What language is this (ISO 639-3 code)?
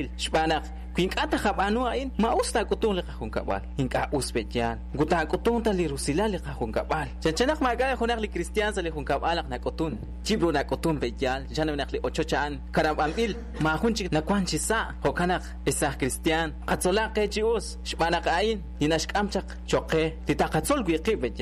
kek